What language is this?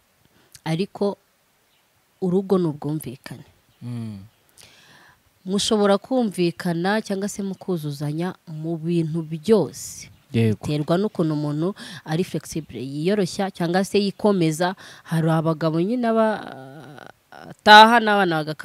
Kinyarwanda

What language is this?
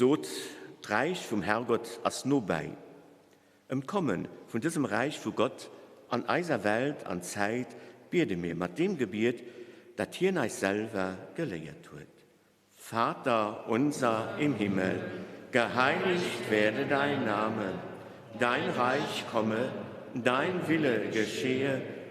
Luxembourgish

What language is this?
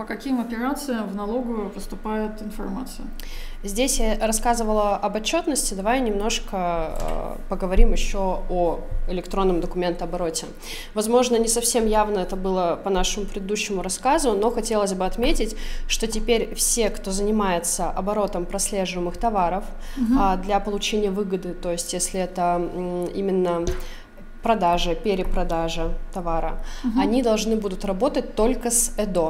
Russian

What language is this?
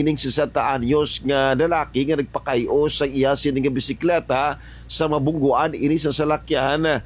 Hiligaynon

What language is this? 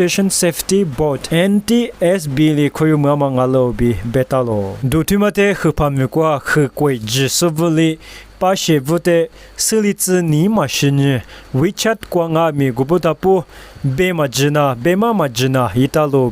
Lisu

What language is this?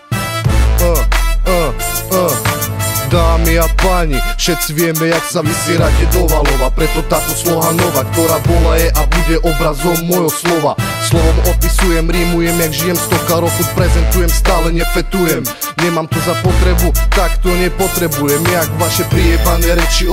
Slovak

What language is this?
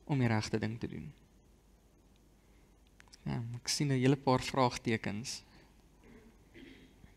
Afrikaans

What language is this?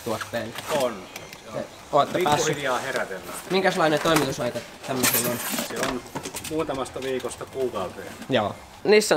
Finnish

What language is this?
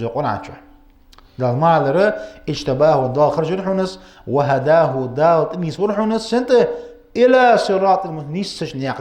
Ingush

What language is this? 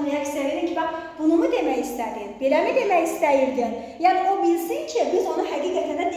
Azerbaijani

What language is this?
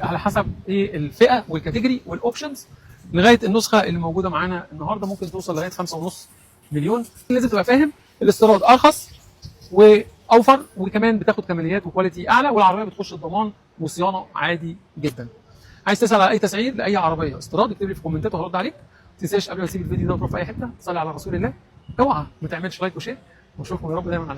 Egyptian Arabic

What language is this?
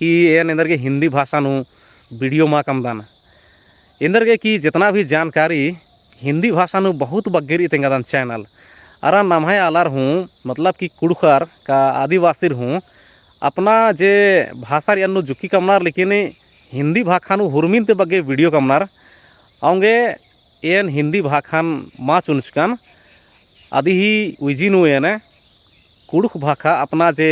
Kurukh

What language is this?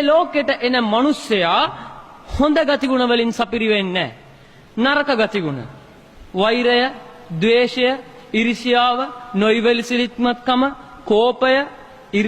Sinhala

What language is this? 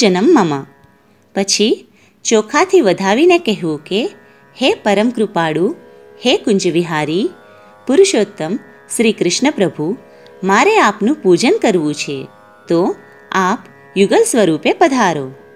Gujarati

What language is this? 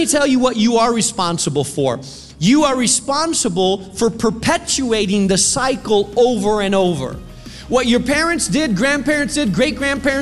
English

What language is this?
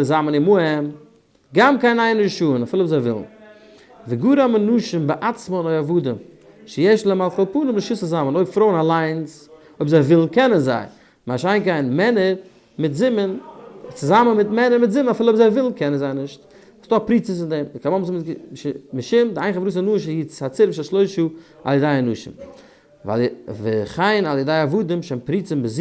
Yiddish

